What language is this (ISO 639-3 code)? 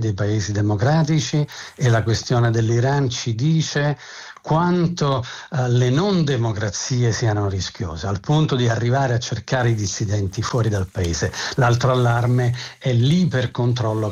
ita